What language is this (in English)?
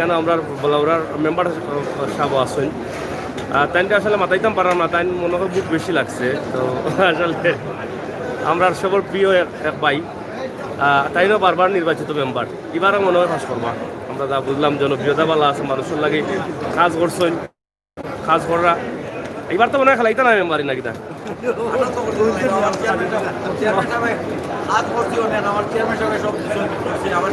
Sylheti